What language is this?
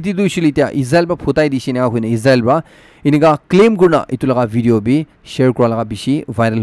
Naga Pidgin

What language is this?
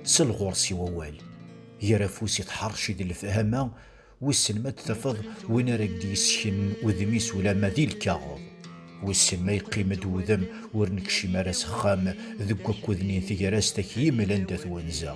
Kabyle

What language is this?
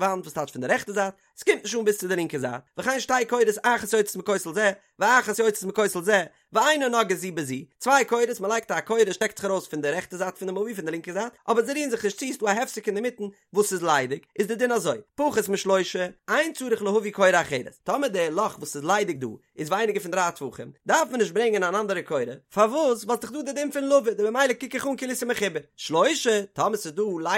Yiddish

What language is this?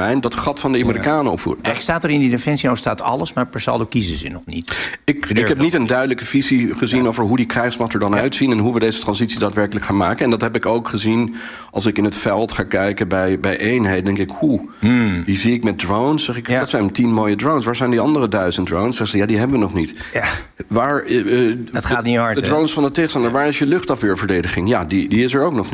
Dutch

